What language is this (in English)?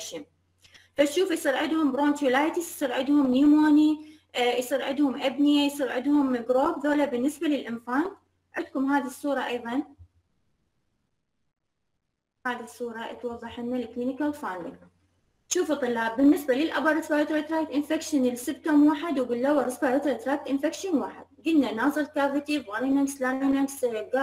Mesopotamian Arabic